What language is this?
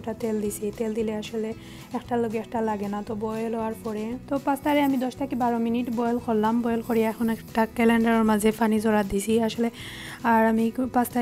Sylheti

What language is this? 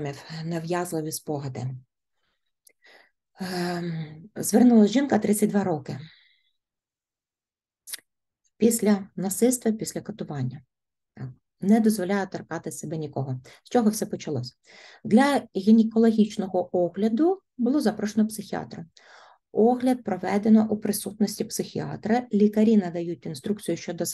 Ukrainian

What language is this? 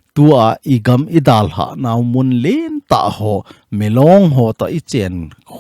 Thado Chin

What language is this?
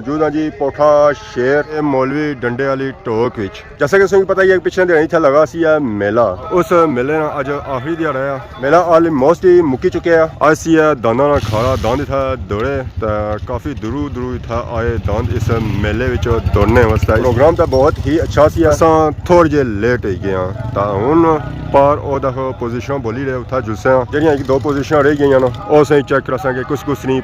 Pahari-Potwari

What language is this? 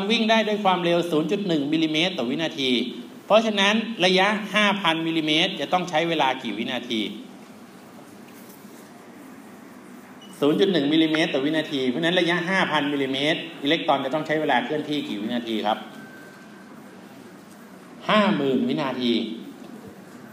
Thai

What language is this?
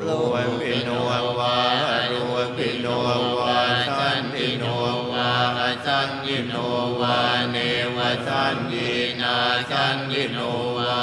Pali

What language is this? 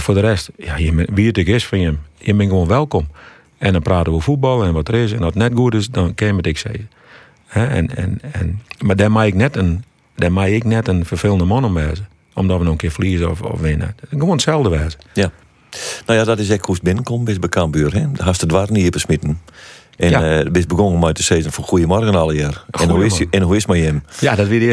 Western Frisian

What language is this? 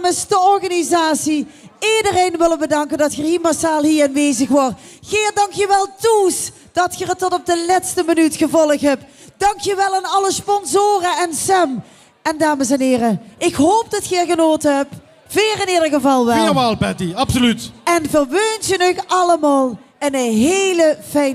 Limburgish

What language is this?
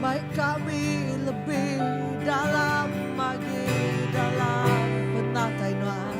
Iban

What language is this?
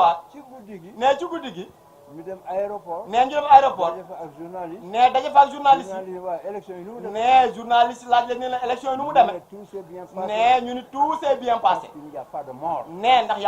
Wolof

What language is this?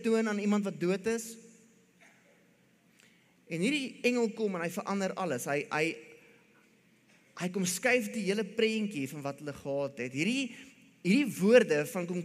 Afrikaans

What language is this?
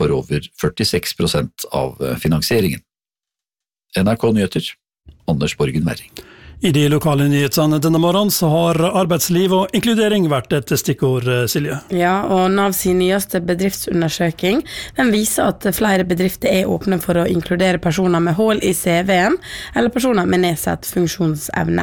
Norwegian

